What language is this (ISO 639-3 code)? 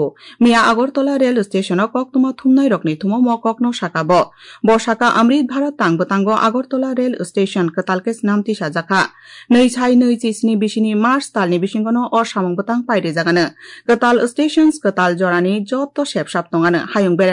trp